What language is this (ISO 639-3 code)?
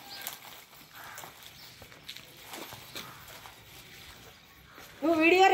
tel